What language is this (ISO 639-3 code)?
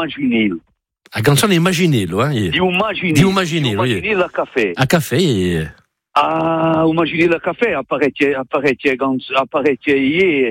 ita